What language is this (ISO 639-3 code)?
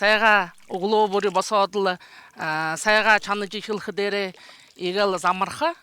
bua